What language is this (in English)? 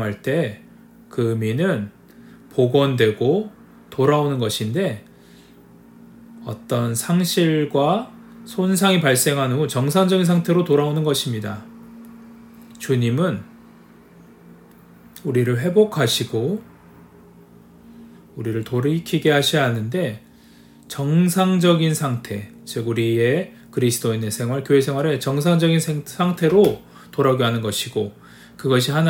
Korean